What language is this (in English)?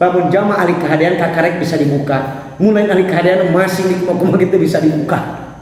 Sundanese